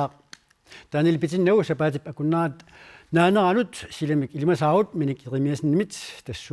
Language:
Kalaallisut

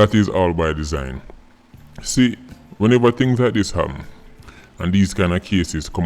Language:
Jamaican Creole English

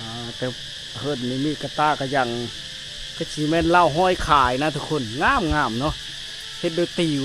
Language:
Lao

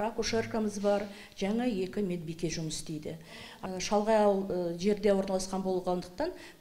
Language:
Kazakh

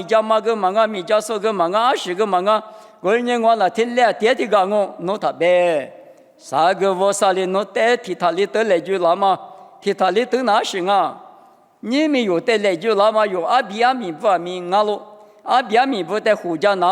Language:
Lisu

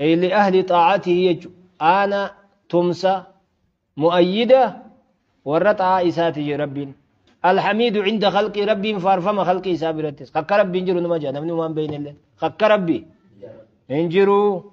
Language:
Oromo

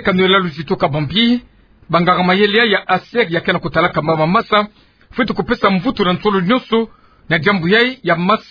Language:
Kituba (Democratic Republic of Congo)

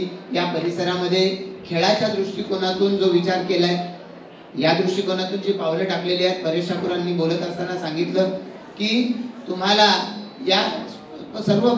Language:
Marathi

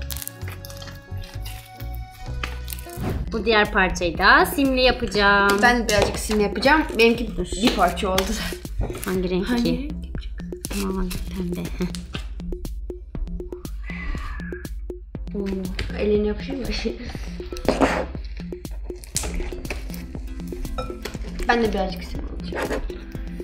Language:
Turkish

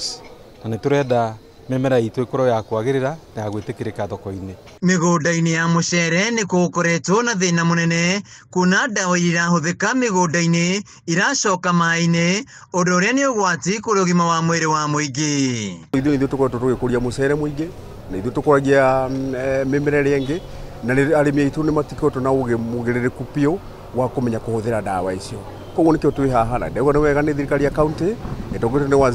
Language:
Kikuyu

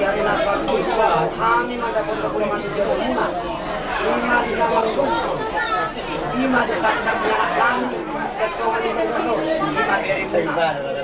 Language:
Batak Toba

